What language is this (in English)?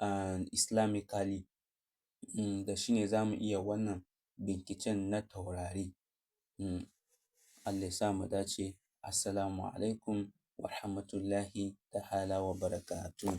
Hausa